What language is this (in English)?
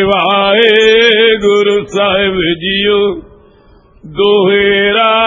Punjabi